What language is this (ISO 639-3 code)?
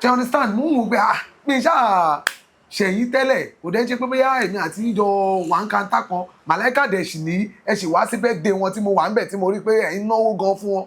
yor